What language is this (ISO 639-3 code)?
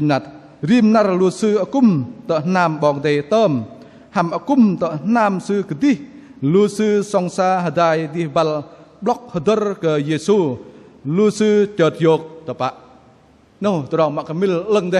bdq